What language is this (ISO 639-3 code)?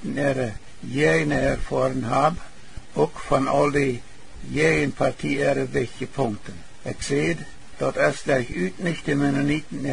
pdt